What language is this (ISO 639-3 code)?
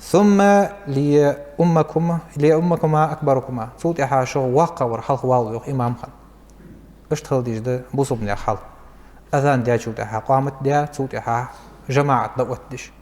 inh